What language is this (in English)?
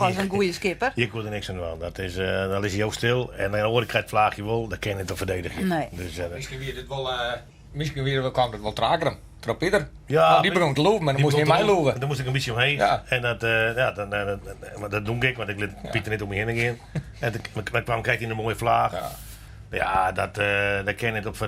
Western Frisian